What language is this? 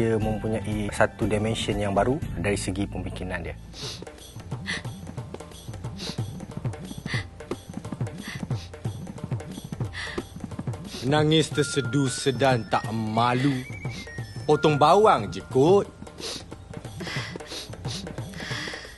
Malay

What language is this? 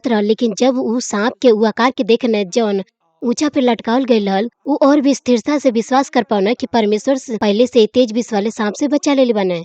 Bhojpuri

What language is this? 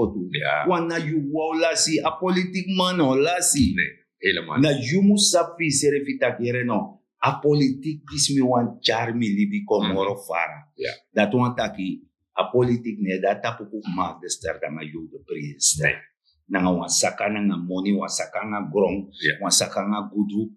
Sranan Tongo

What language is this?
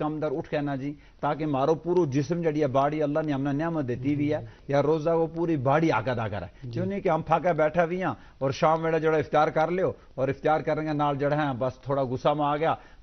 Gujari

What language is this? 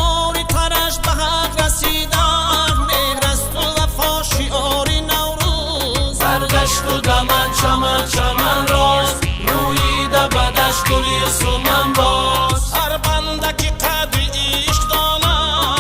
Tajik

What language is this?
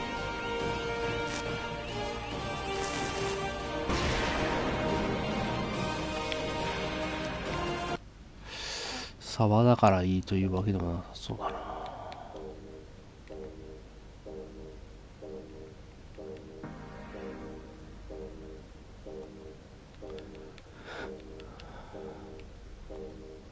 Japanese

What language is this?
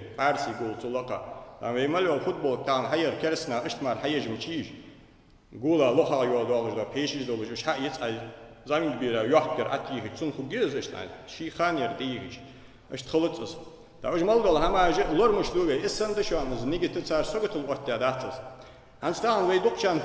Ingush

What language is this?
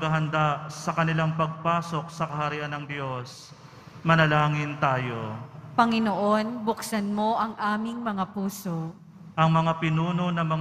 Filipino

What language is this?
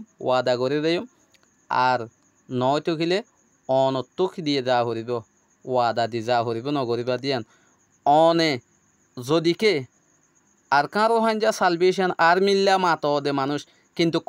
Rohingya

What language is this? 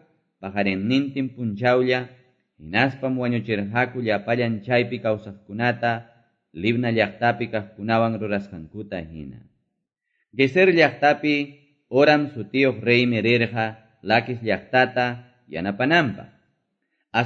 Quechua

